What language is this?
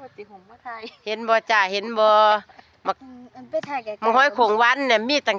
Northeastern Thai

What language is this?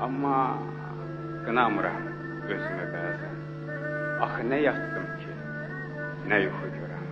South Azerbaijani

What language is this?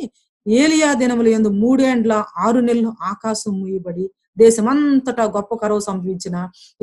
Telugu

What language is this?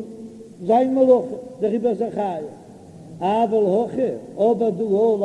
Yiddish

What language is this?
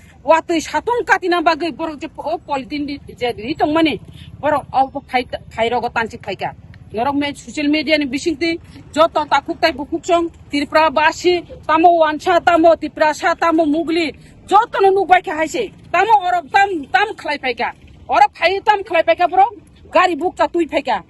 Kok Borok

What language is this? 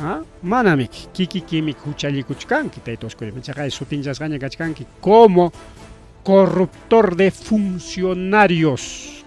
Ayacucho Quechua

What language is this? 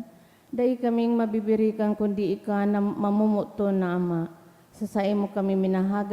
Bikol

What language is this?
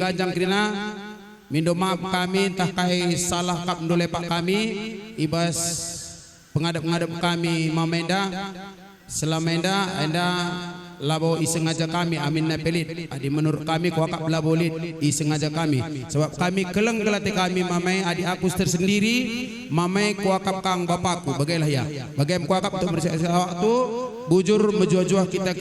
Batak Karo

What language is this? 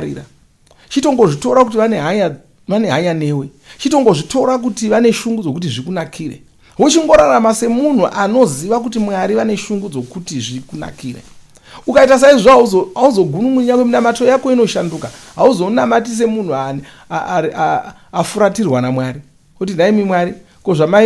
Shona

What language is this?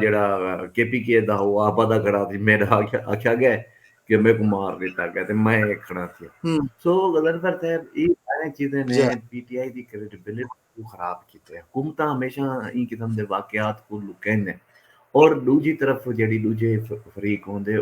Saraiki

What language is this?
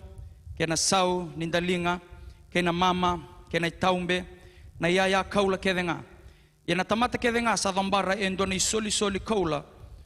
Fijian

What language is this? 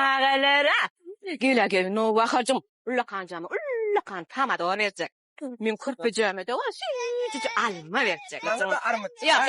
Turkmen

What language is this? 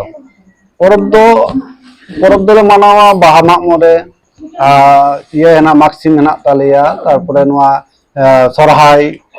Santali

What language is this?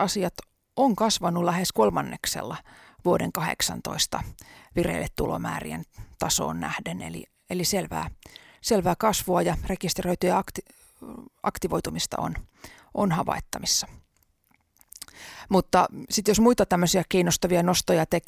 Finnish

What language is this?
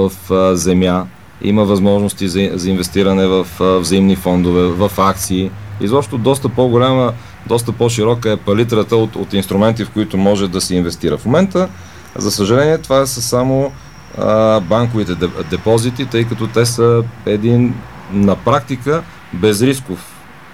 Bulgarian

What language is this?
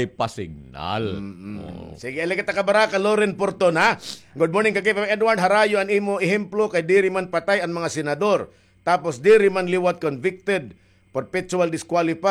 Waray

